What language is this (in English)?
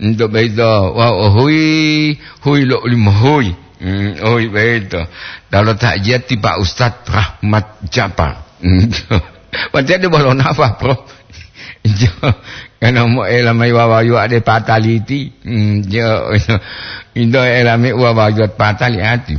Gorontalo